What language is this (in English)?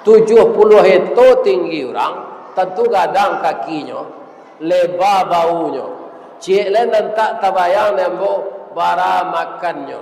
Minangkabau